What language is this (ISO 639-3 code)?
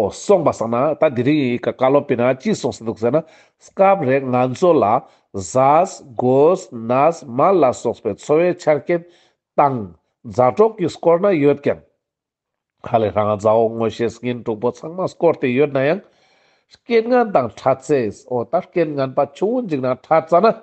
lbj